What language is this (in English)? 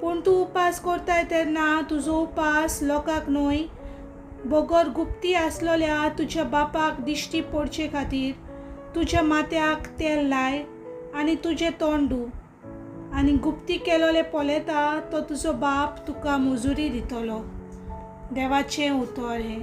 Konkani